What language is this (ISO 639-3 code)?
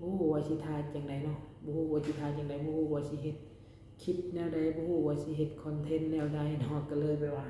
lao